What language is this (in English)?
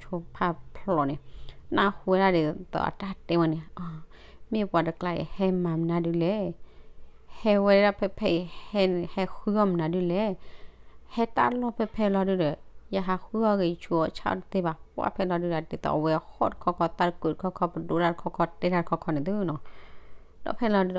S'gaw Karen